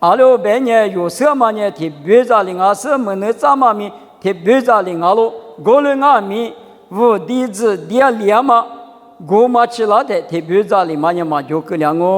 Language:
Lisu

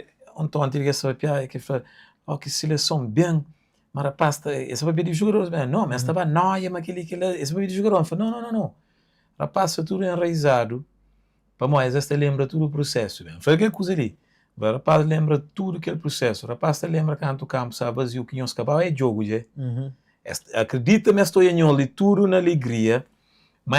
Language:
Kabuverdianu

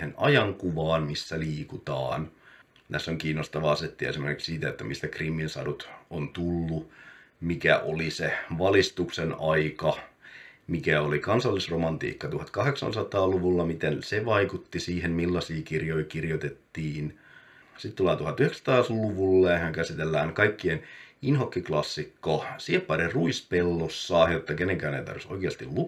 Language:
Finnish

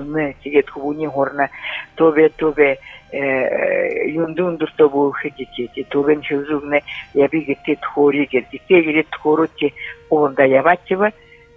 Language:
Buriat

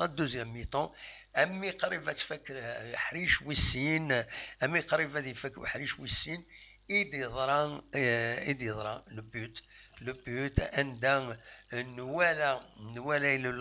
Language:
Kabyle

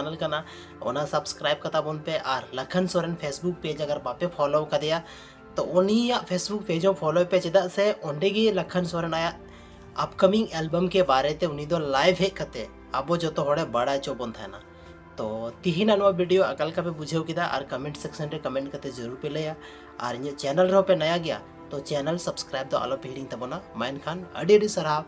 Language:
Santali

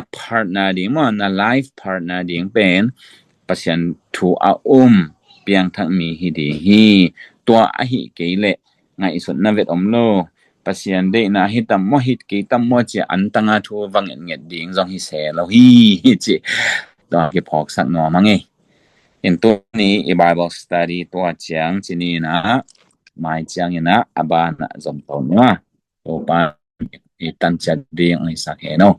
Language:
Tedim Chin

